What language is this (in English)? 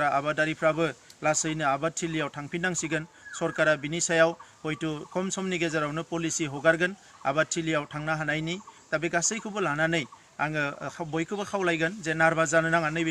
Bodo